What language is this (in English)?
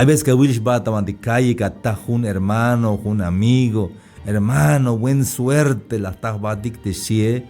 Tzeltal